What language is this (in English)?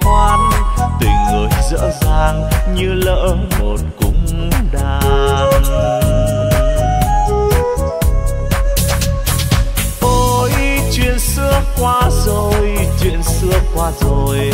Vietnamese